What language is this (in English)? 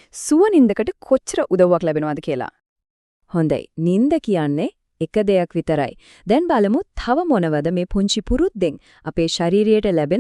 Sinhala